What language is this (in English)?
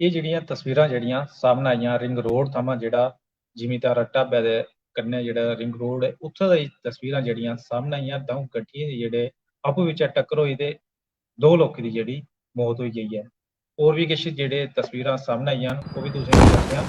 Dogri